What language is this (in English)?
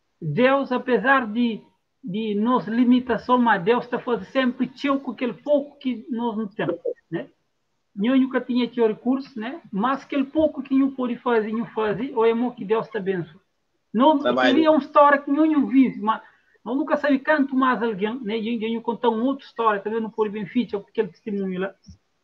Kabuverdianu